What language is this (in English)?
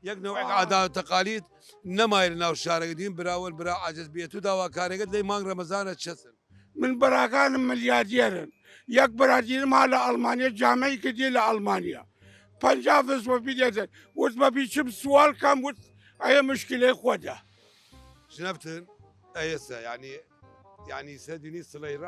Southern Kurdish